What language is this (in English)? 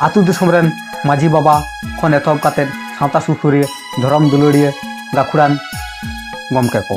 Santali